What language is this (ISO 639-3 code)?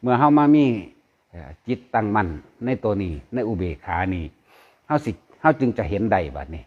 lao